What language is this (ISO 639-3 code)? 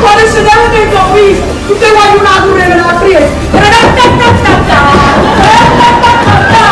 nap